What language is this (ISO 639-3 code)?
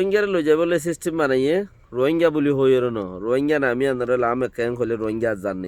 rhg